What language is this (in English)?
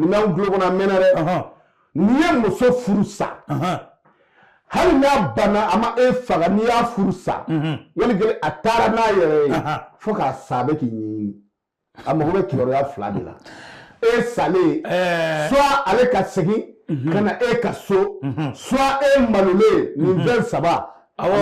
Bambara